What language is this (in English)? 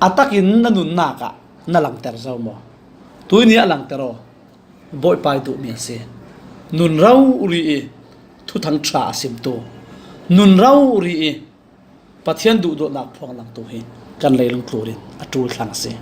Falam Chin